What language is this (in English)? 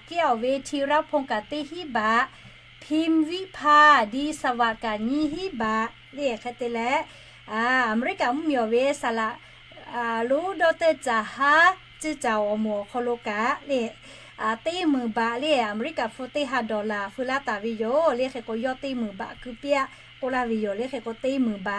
Lahu